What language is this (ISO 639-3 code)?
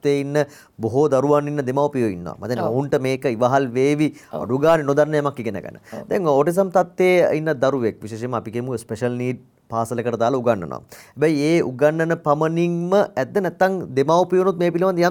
sin